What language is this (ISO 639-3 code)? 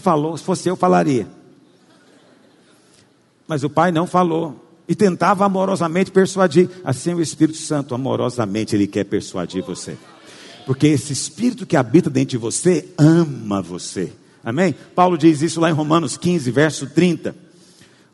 por